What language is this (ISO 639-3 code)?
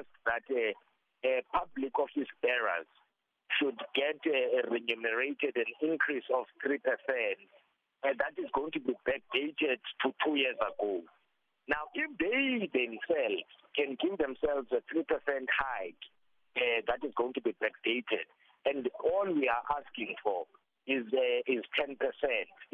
eng